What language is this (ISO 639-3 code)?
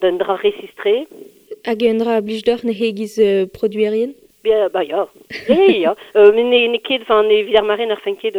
bre